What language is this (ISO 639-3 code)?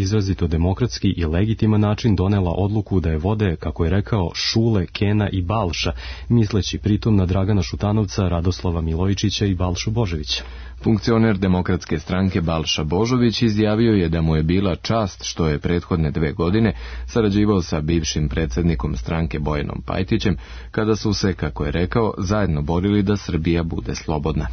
srp